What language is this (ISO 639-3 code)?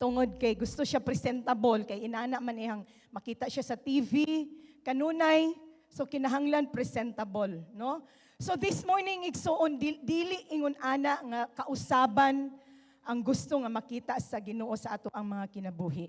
ceb